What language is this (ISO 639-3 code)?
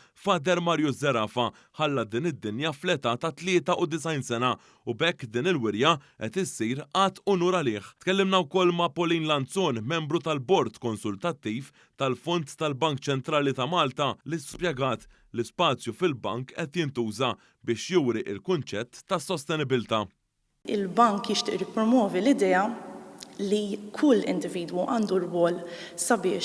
mlt